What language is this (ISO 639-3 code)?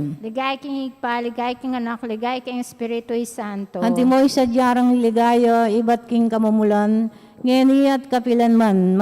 pam